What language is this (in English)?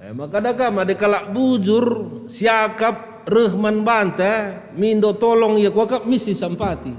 Batak Karo